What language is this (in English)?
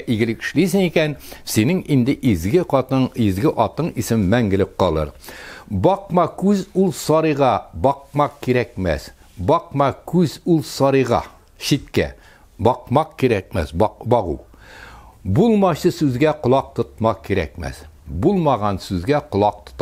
Tatar